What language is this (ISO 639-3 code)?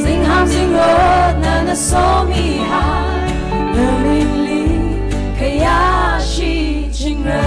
nmf